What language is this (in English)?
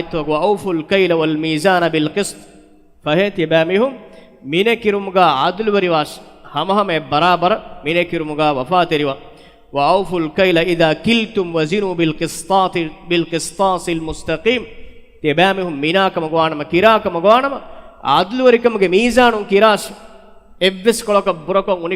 Divehi